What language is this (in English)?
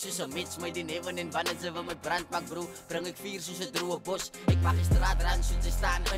Afrikaans